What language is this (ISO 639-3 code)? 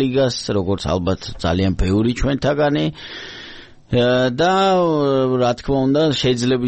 kat